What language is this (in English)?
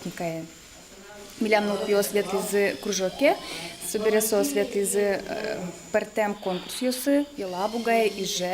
Udmurt